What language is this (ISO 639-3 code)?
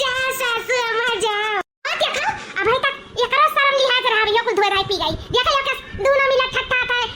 awa